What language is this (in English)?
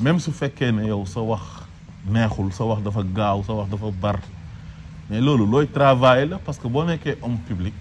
Wolof